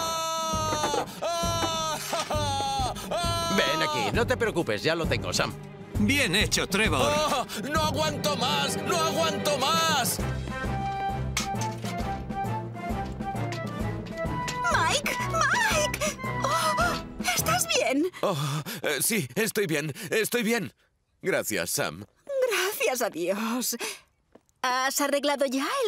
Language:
Spanish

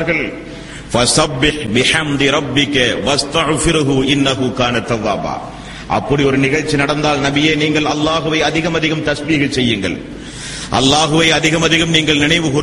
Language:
Tamil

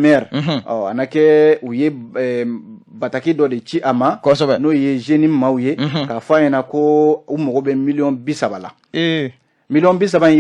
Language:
Bambara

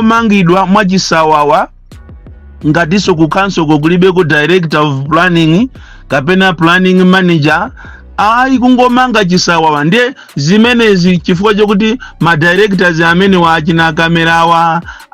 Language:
Nyanja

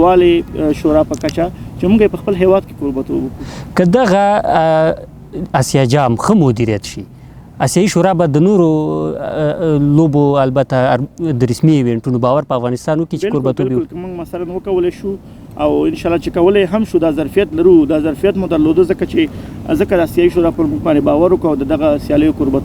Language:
Pashto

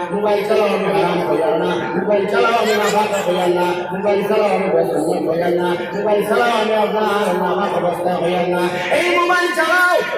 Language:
Sylheti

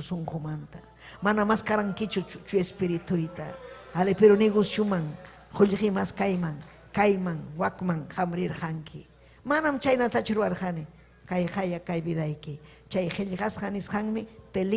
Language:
Ayacucho Quechua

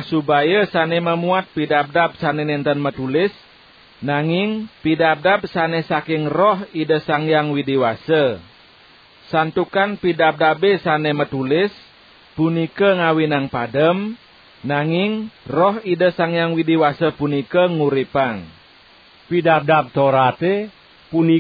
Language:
Balinese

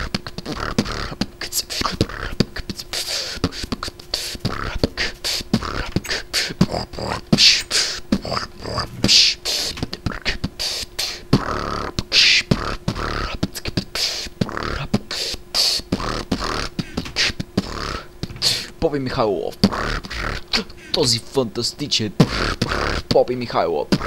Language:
Bulgarian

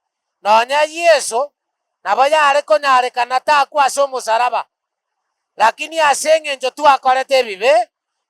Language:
Gusii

